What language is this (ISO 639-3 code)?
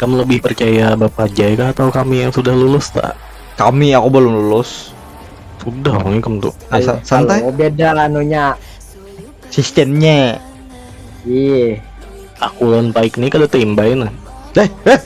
bjn